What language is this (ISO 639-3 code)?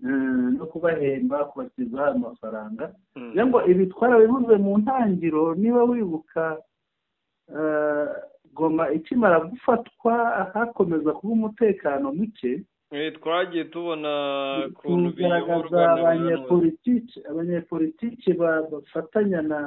kin